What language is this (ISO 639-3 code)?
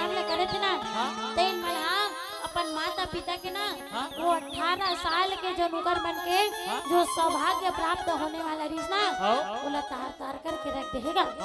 hne